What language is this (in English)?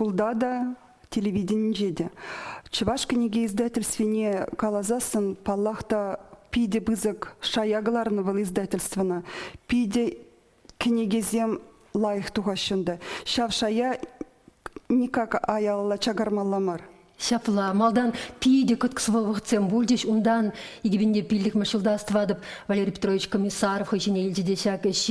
Chuvash